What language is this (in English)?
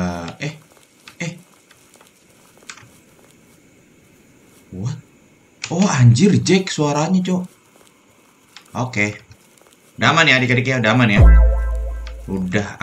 Indonesian